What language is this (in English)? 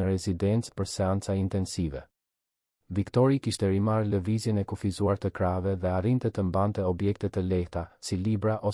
Albanian